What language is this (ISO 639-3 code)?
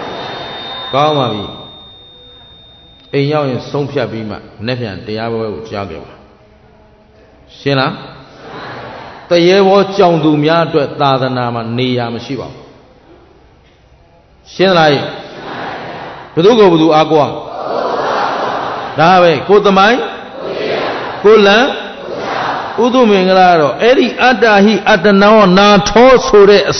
mya